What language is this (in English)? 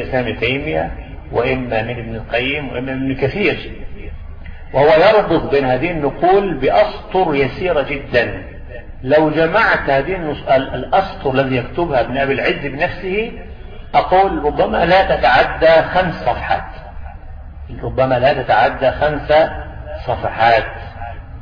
Arabic